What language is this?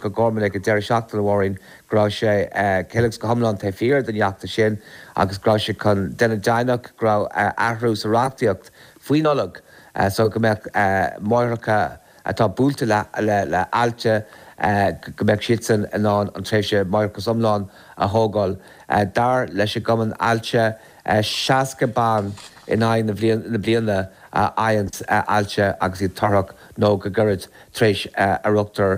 Irish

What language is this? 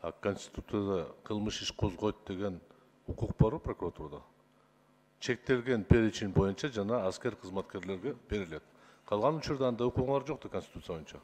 Kyrgyz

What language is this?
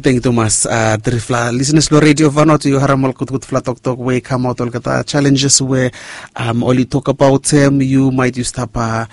Bislama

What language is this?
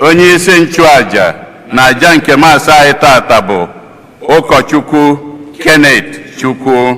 Igbo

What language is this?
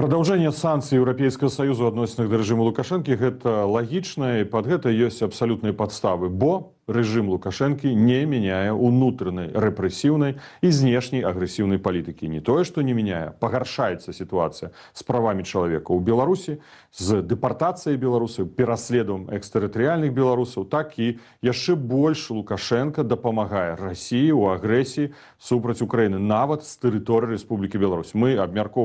Belarusian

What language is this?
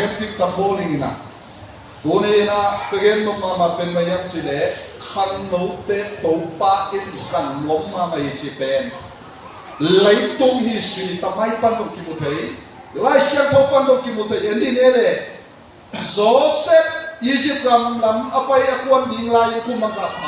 Tedim Chin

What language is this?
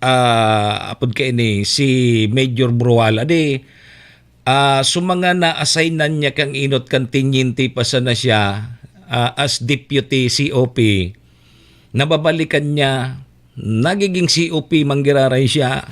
Bikol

